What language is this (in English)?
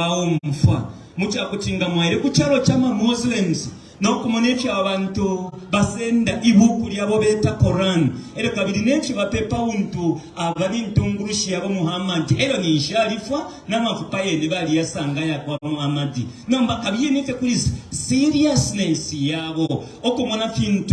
Bemba